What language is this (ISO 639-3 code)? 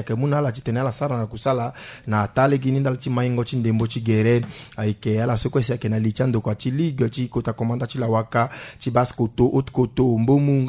sag